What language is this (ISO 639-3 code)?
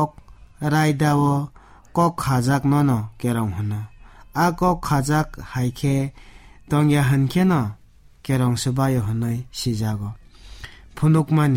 trp